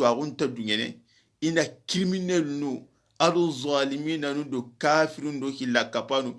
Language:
Soninke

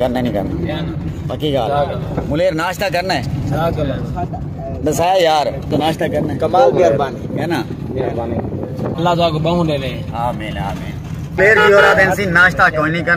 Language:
Saraiki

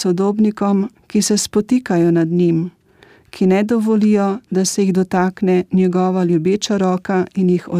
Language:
Slovenian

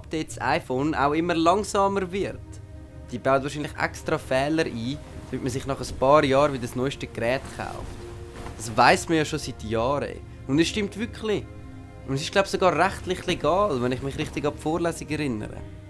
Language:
Swiss German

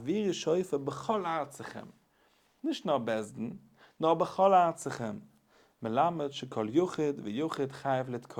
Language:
Yiddish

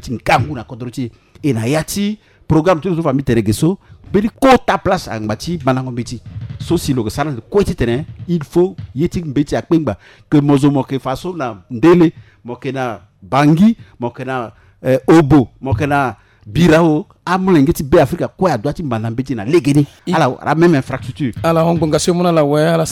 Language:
Sango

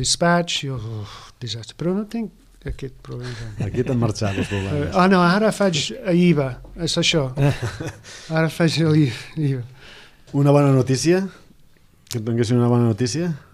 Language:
Catalan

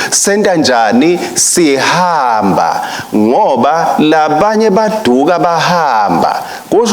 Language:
Swati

